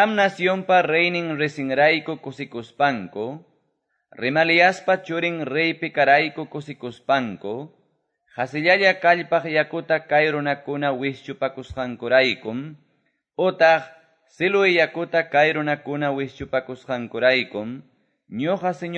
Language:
Quechua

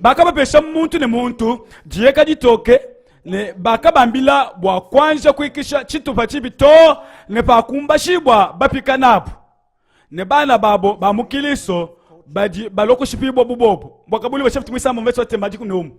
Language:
Luba-Lulua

